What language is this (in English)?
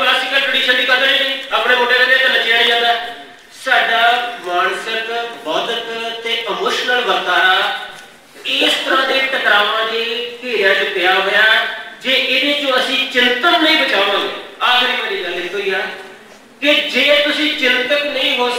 Punjabi